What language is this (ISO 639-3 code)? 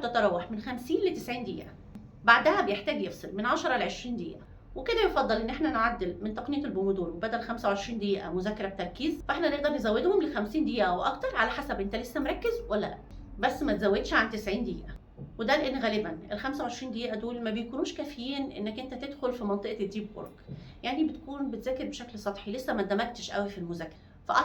arz